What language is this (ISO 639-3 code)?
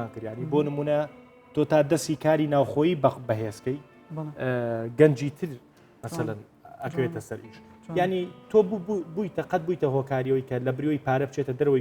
ckb